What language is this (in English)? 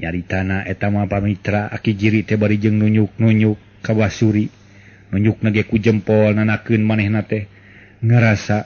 Sundanese